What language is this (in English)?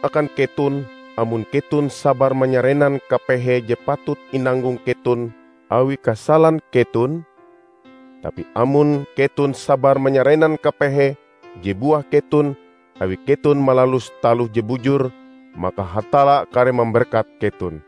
Ngaju